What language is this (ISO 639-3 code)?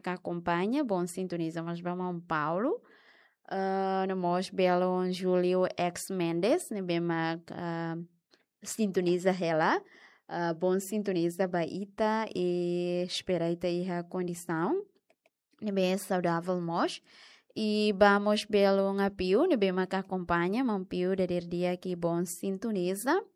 tet